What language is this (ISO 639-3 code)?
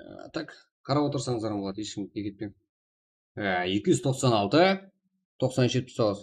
kaa